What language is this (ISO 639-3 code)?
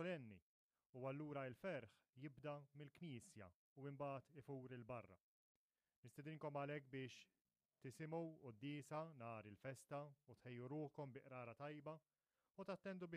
mlt